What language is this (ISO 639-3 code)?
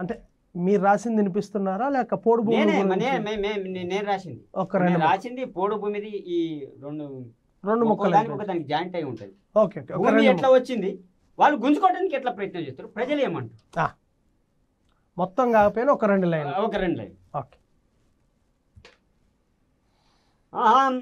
tel